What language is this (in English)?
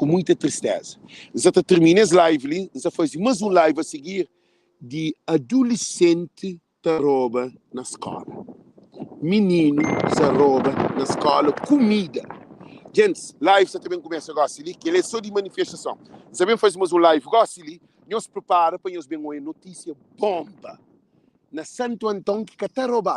Kabuverdianu